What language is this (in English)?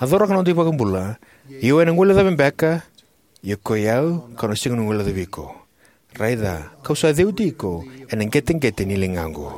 Fijian